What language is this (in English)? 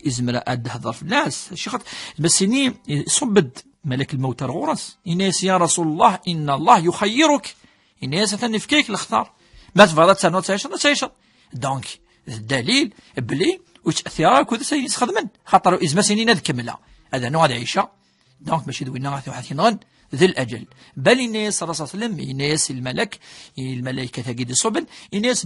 Kabyle